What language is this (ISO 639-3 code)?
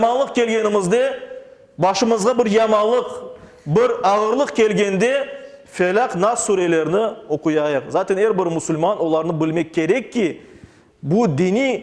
crh